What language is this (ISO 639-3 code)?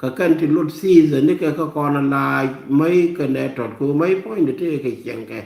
nus